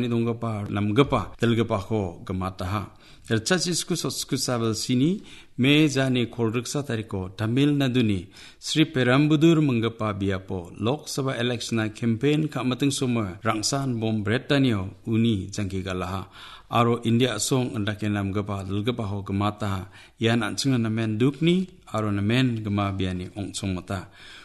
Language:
Garo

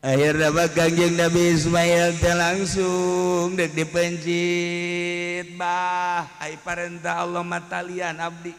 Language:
Sundanese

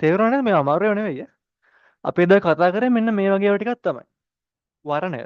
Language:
Sinhala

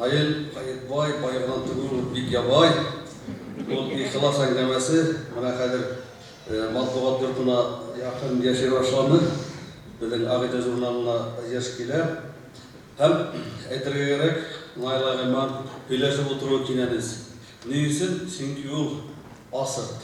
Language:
Bashkir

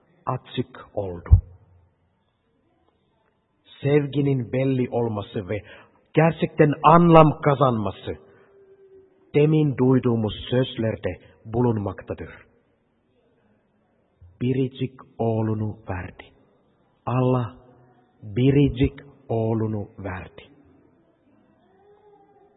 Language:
Turkish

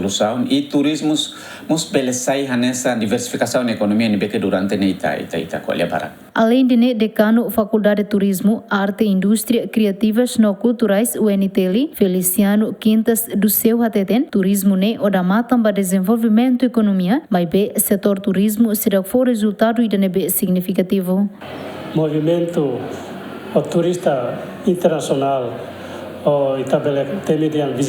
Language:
Tetum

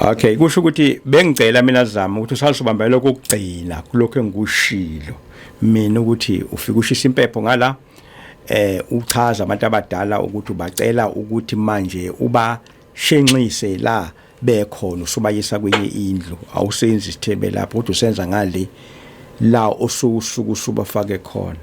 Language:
Zulu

